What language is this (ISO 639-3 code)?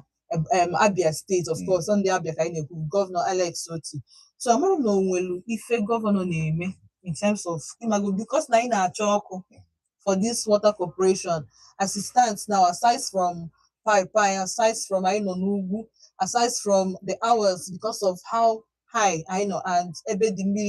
ibo